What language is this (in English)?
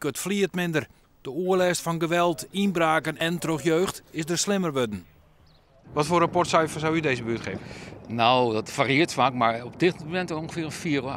Western Frisian